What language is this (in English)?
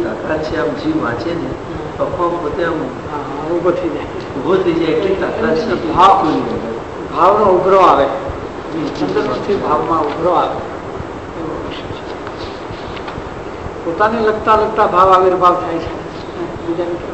Gujarati